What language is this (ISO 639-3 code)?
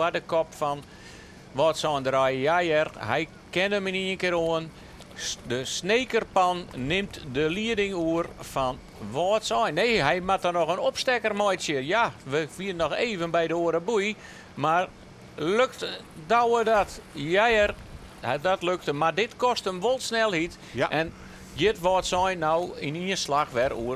fry